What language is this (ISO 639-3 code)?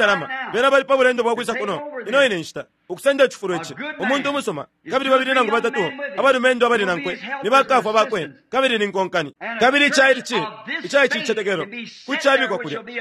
bem